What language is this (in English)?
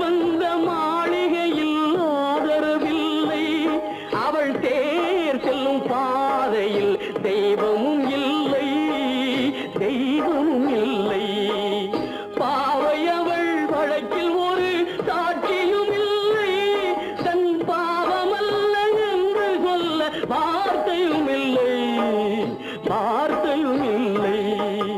Tamil